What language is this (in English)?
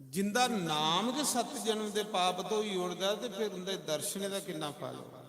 Dogri